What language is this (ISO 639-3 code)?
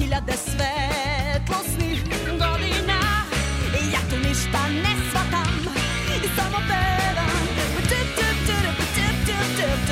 srp